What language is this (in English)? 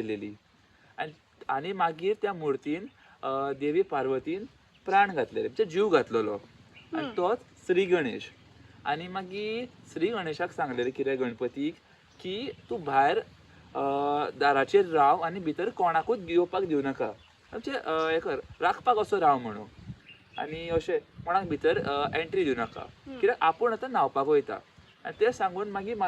Konkani